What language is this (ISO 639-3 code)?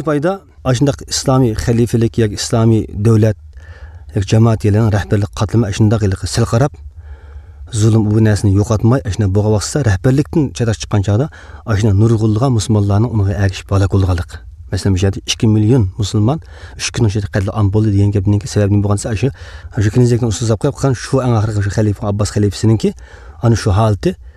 uig